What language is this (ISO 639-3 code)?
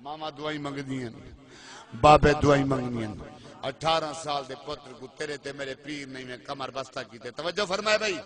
skr